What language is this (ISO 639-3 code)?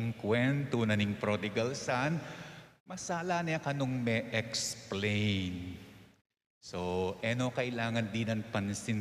pam